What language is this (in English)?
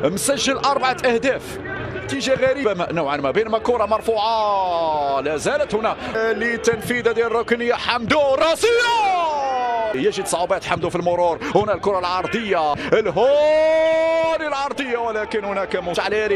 Arabic